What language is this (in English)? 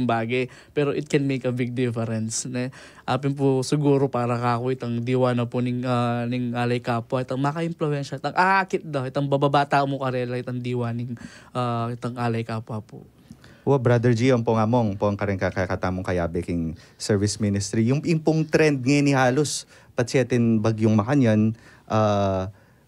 Pampanga